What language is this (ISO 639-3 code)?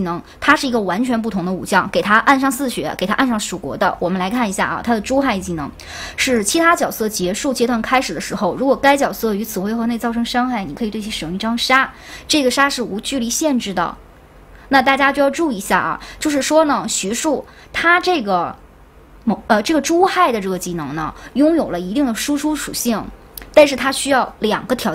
zho